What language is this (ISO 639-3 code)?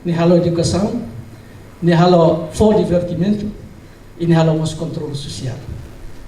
tet